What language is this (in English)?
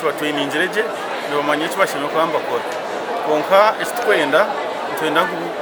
Nyankole